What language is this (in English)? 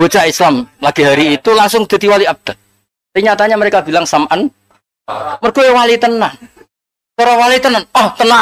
Javanese